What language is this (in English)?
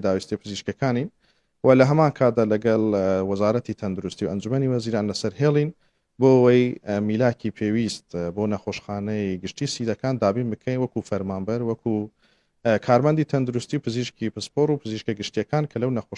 Central Kurdish